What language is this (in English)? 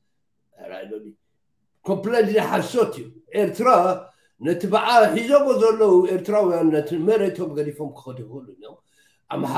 Tigrinya